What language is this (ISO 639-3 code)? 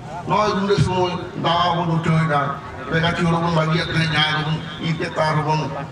sat